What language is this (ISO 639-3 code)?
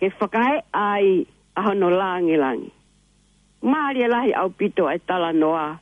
ton